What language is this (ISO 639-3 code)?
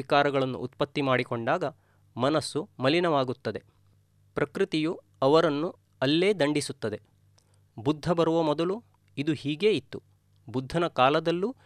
kan